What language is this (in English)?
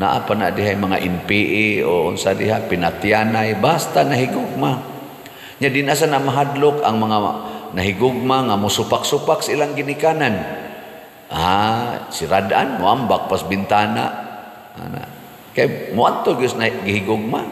Cebuano